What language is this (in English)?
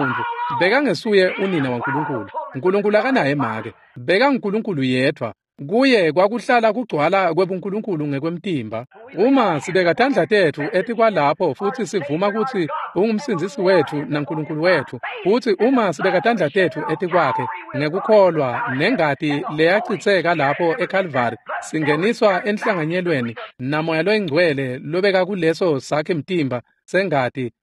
Swati